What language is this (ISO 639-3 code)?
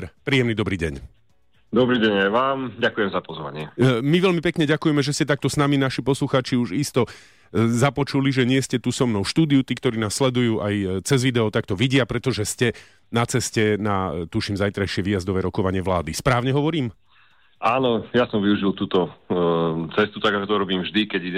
slk